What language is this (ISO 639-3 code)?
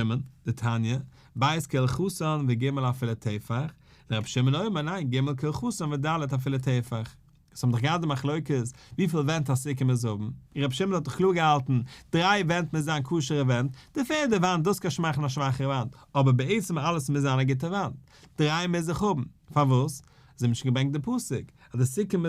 yid